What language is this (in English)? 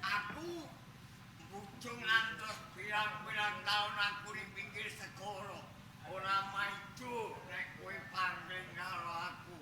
Javanese